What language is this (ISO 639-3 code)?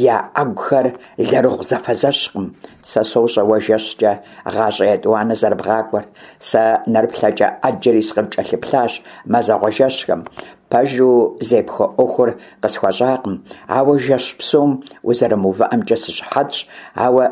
kbd